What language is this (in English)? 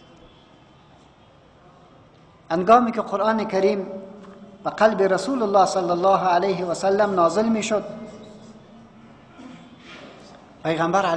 Persian